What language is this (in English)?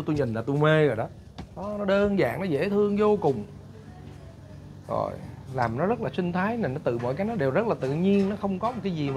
Vietnamese